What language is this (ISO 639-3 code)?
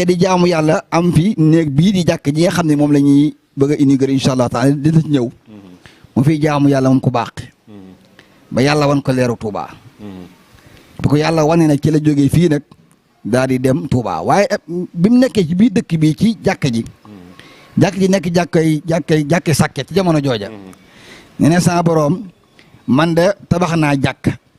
wol